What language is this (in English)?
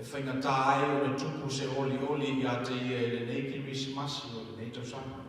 Samoan